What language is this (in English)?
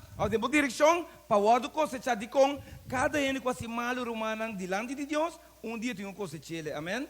Papiamento